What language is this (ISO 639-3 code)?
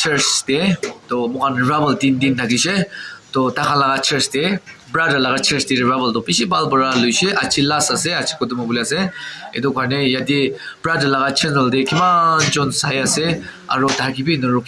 nag